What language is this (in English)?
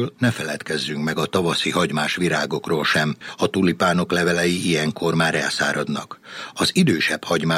Hungarian